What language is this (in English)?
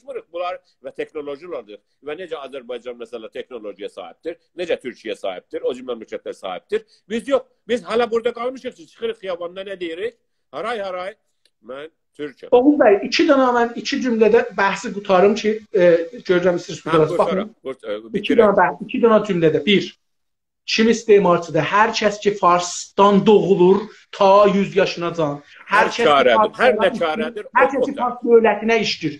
South Azerbaijani